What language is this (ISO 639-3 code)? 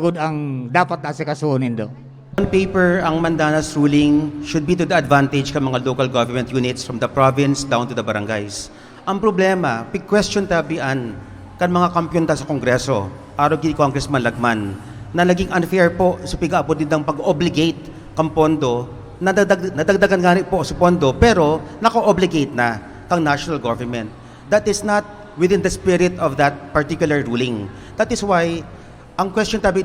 bik